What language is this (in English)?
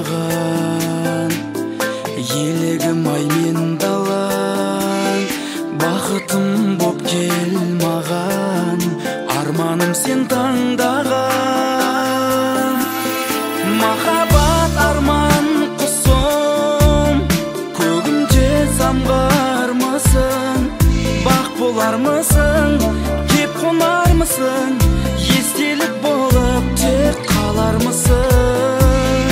Kazakh